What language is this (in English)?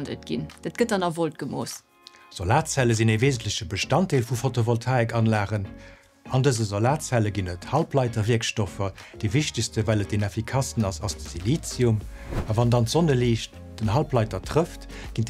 Luxembourgish